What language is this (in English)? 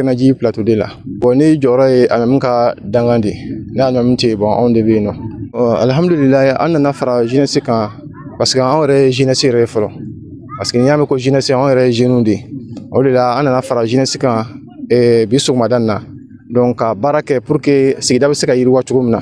Bambara